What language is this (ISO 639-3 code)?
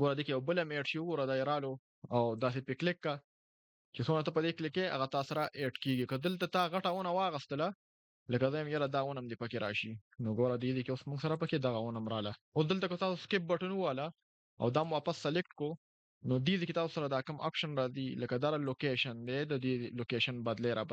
pus